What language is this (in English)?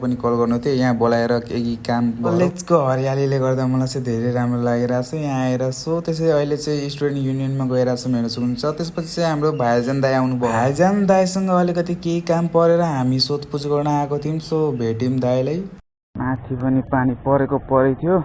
Nepali